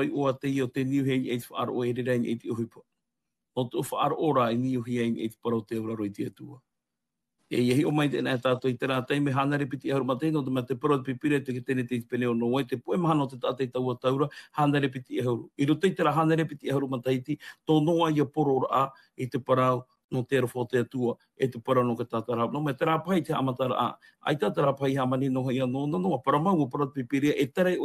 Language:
Tahitian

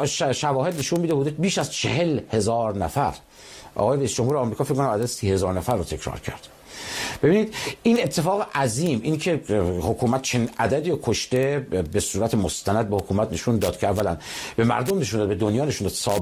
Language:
Persian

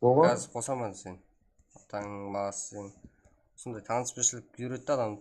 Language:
Kara-Kalpak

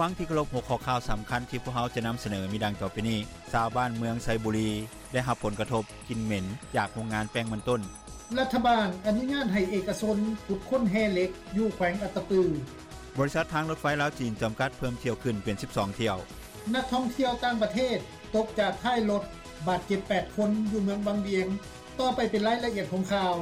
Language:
Lao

